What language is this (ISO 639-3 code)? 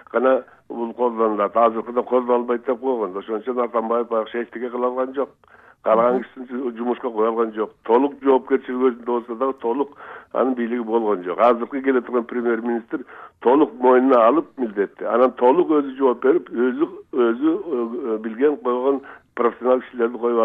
kir